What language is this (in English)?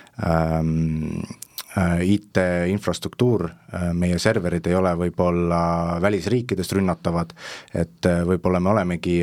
Estonian